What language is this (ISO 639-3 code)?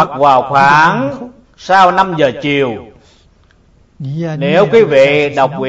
vie